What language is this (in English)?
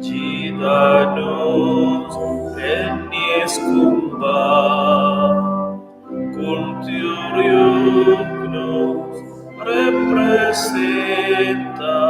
Romansh